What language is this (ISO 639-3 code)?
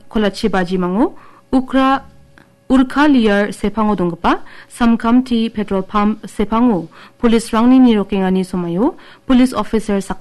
grt